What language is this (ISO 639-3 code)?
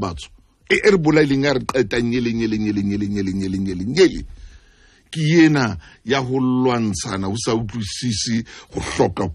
sot